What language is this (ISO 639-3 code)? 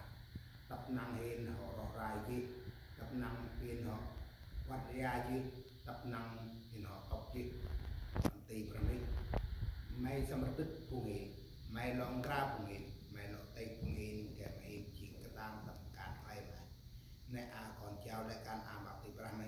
cmo